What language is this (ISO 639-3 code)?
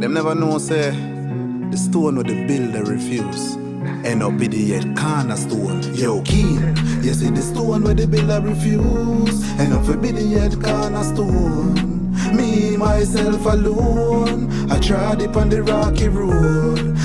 jam